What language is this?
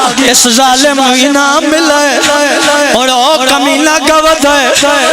Pahari-Potwari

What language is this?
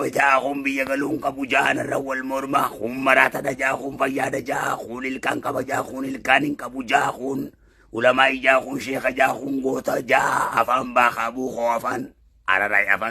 Oromo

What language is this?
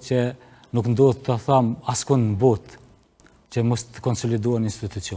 Albanian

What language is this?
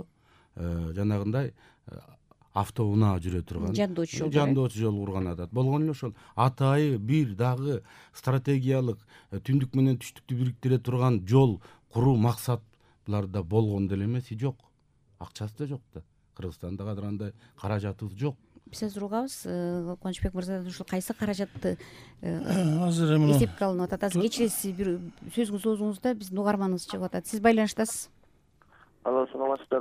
Kyrgyz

